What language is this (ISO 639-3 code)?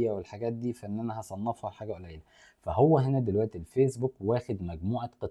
arz